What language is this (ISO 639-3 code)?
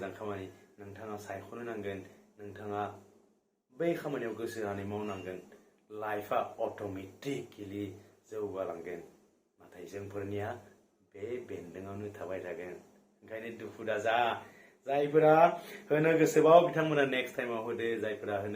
brx